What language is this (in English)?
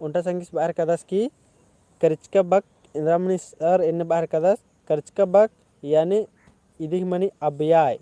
Kurukh